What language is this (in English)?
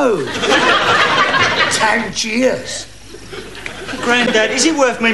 English